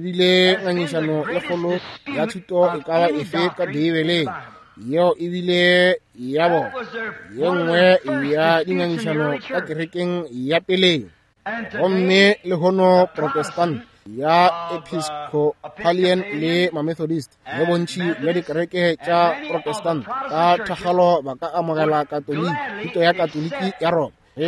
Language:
Northern Sotho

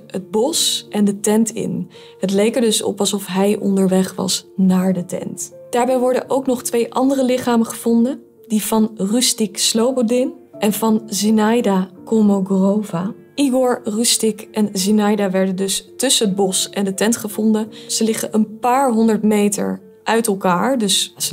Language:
Dutch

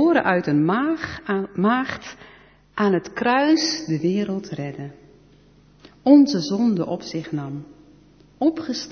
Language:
Dutch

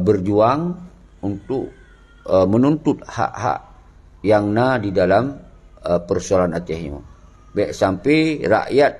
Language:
Achinese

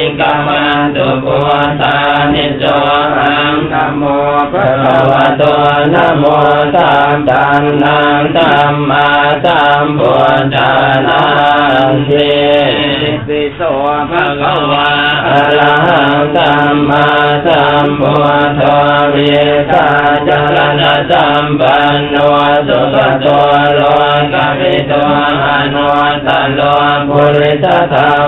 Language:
Pali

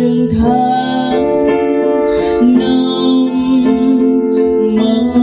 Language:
Vietnamese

